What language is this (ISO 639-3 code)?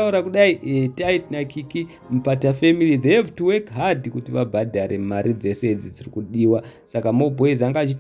sna